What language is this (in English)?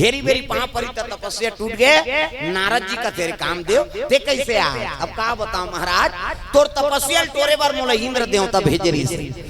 Chhattisgarhi